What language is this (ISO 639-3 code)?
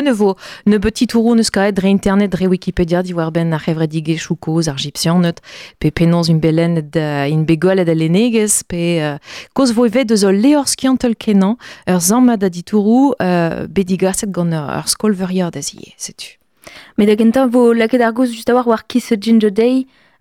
bre